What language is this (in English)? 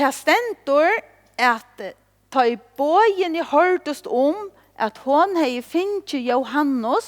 Faroese